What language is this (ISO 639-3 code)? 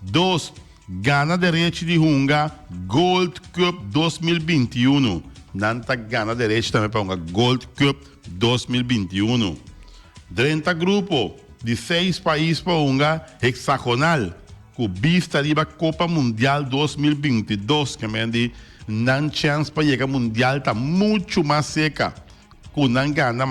pap